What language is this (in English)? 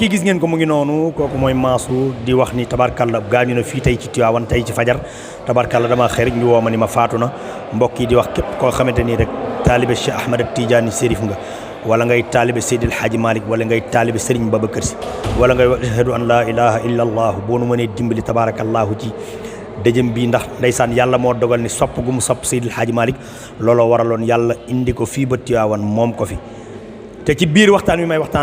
Wolof